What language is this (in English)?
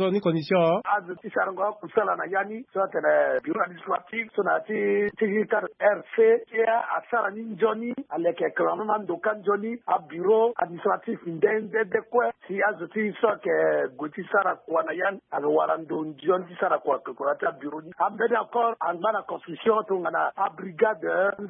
Sango